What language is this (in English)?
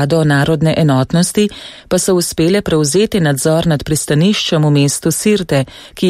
Slovenian